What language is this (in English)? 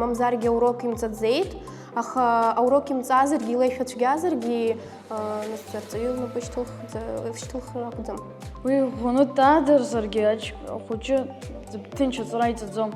Abkhazian